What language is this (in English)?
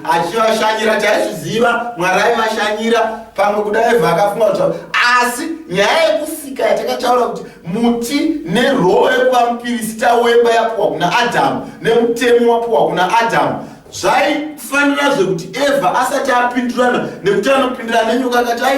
Shona